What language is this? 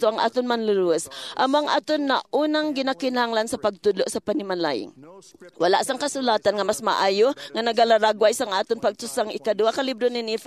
Hiligaynon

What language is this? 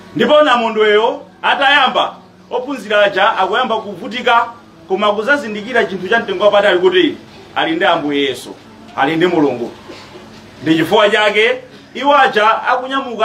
Nyanja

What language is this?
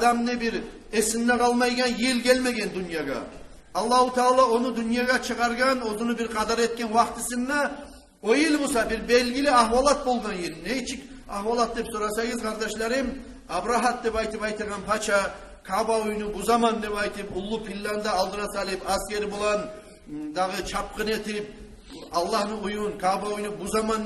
Kumyk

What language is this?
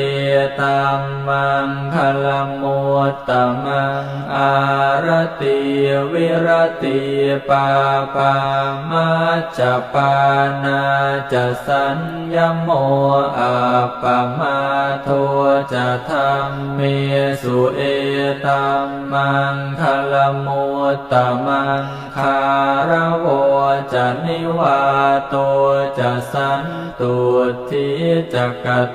Pali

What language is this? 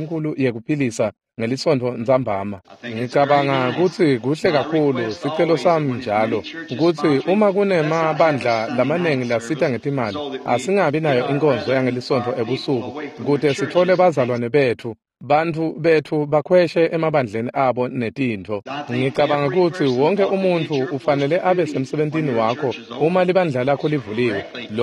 Swati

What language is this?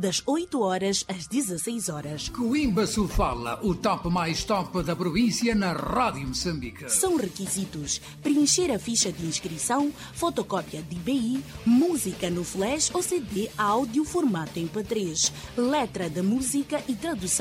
Portuguese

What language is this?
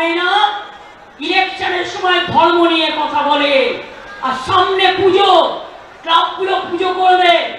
Bangla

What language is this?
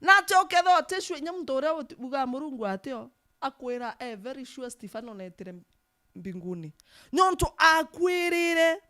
Meru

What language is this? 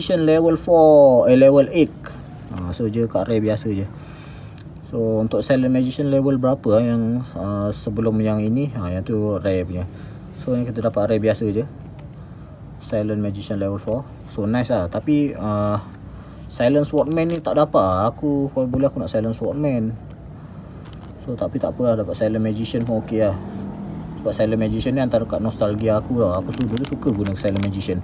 Malay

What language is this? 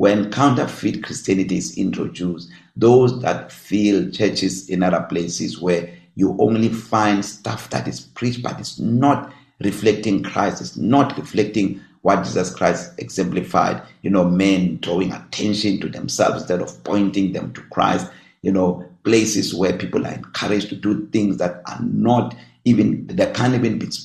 English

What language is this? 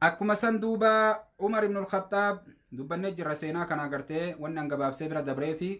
Oromo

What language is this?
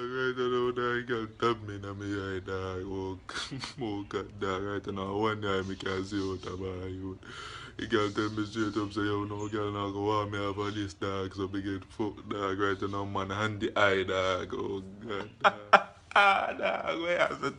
Jamaican Creole English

